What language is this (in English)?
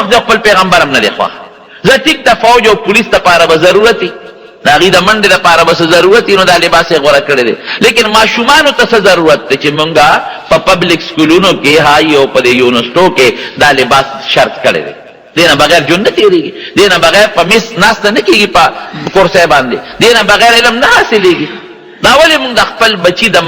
Pashto